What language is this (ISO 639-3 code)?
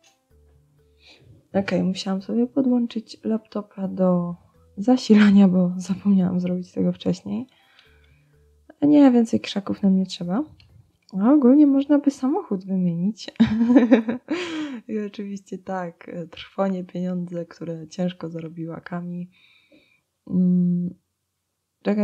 pol